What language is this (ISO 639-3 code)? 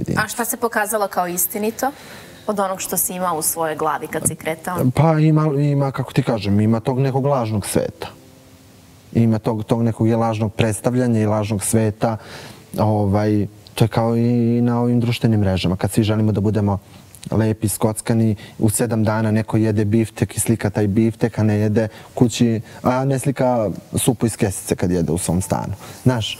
srp